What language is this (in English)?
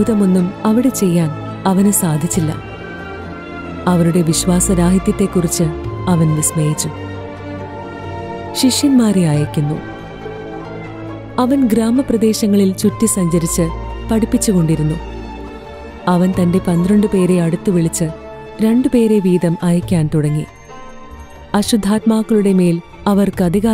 Malayalam